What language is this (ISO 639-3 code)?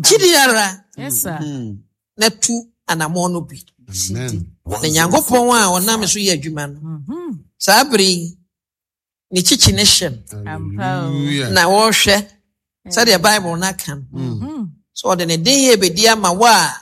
aka